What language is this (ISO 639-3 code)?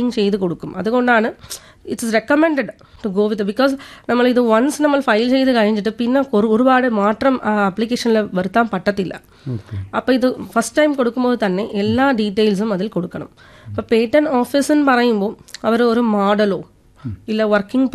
mal